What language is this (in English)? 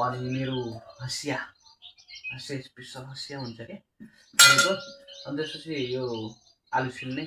Nepali